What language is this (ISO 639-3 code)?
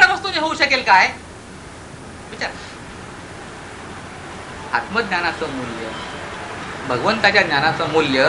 mar